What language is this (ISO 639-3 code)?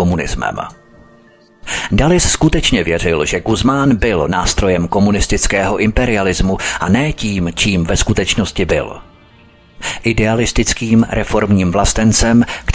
ces